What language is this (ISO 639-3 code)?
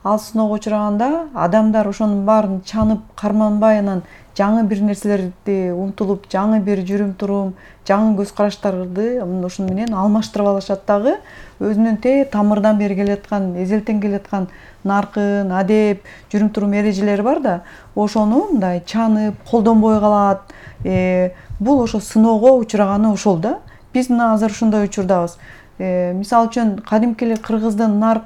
kir